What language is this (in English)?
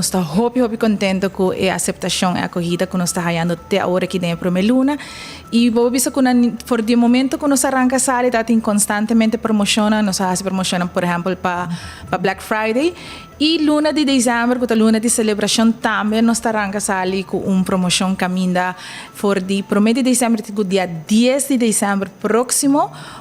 Papiamento